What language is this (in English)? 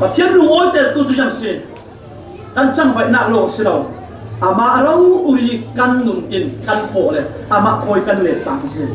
Falam Chin